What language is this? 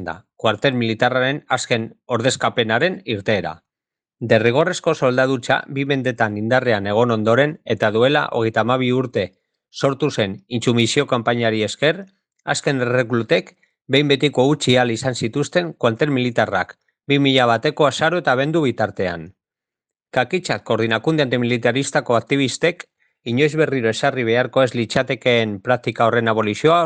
Basque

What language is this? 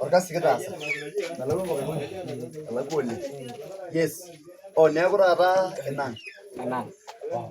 Masai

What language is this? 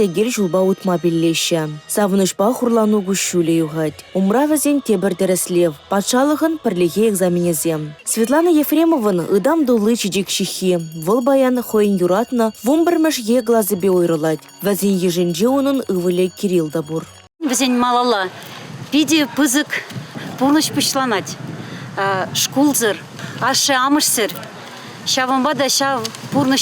Chuvash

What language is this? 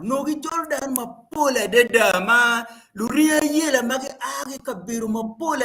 Acoli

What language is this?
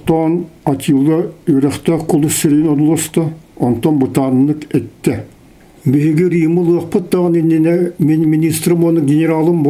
Yakut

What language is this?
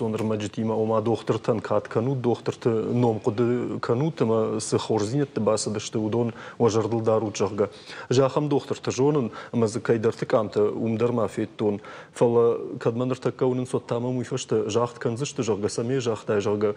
Ossetic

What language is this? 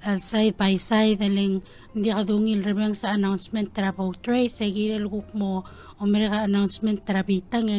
Palauan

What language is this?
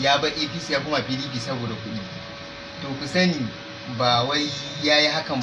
Hausa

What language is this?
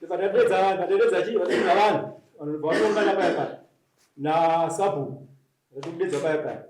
Shona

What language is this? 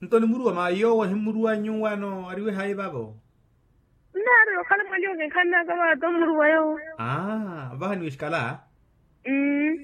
Makhuwa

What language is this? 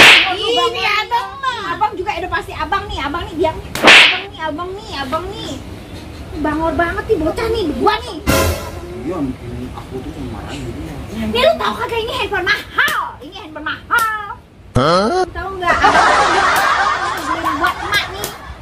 Betawi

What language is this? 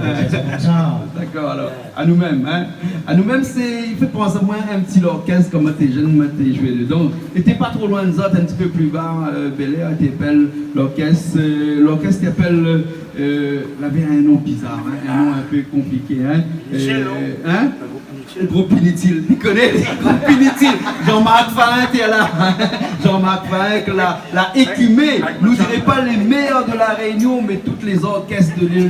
Réunion Creole French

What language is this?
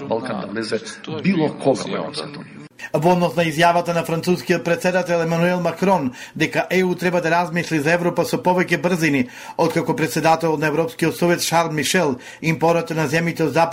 Macedonian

